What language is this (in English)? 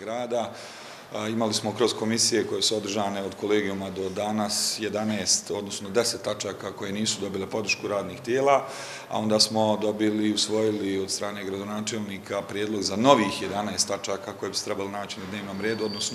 Bosnian